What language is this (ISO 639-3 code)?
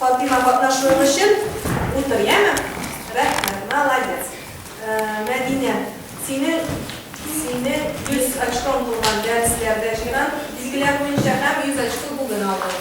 tat